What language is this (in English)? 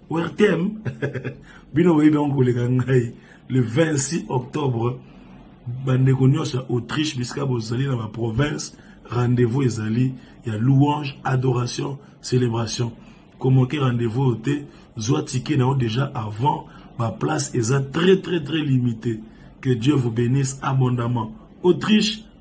Lingala